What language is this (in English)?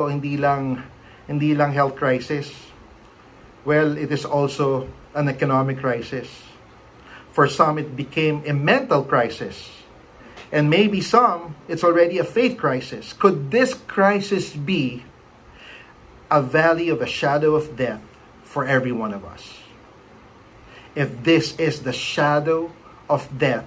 Filipino